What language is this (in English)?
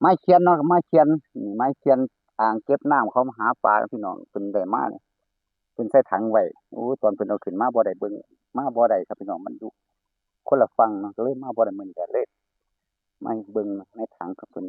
Northeastern Thai